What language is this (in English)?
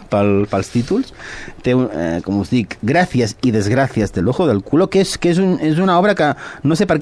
Catalan